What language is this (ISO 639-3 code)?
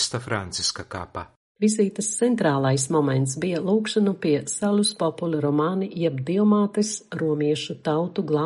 lav